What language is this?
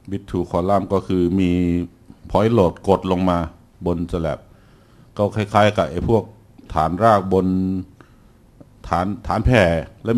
Thai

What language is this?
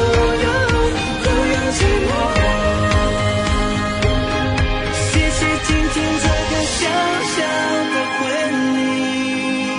Chinese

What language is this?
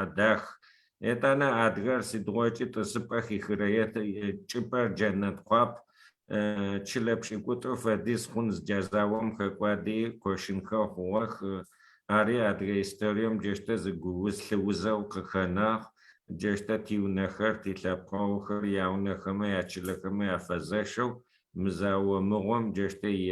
Adyghe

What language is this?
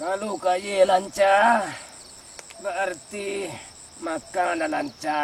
Minangkabau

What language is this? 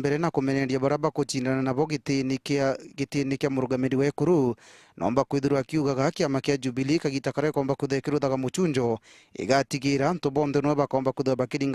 Meru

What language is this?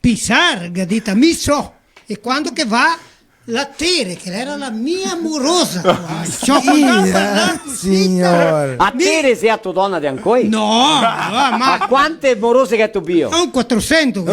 Venetian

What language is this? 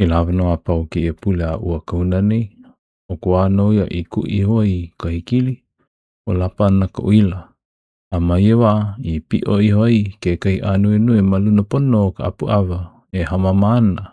Hawaiian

